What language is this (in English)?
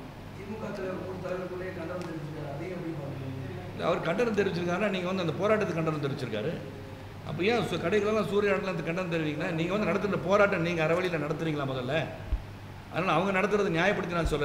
Tamil